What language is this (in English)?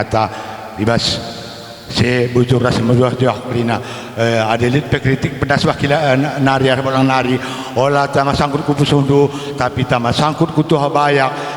Batak Karo